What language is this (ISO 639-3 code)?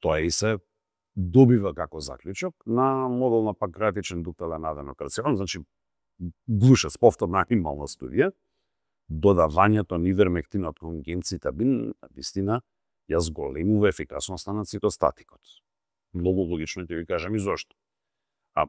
mkd